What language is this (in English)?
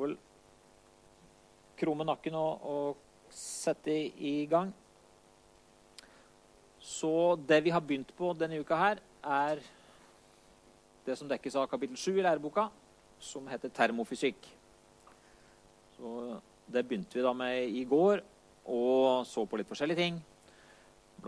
Norwegian